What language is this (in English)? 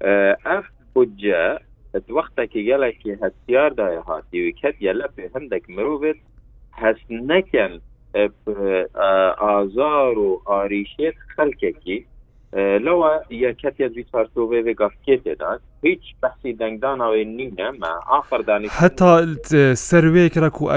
Kurdish